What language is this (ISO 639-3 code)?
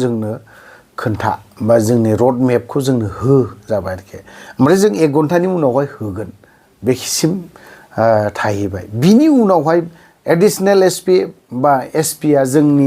brx